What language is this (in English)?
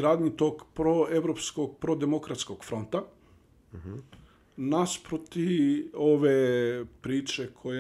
Bosnian